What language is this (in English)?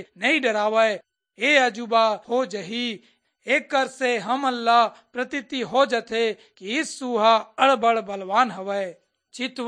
Chhattisgarhi